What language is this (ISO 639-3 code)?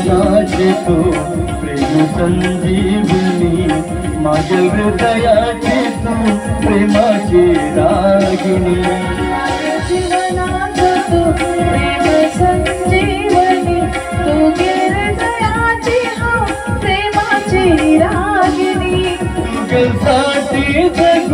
kok